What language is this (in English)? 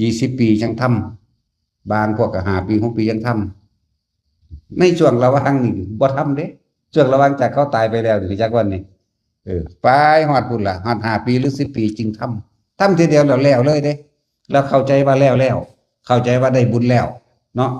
Northeastern Thai